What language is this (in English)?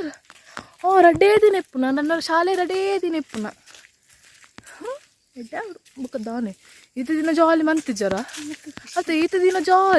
Tulu